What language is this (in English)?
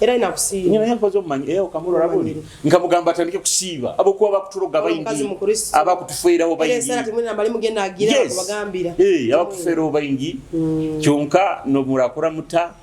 Nyoro